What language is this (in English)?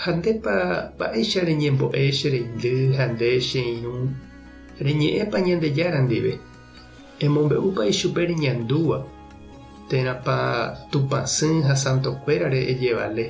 Guarani